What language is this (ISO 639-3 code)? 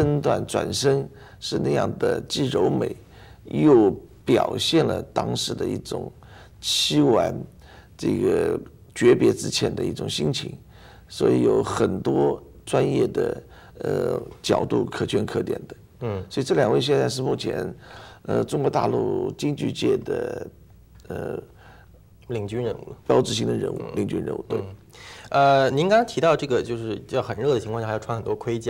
zho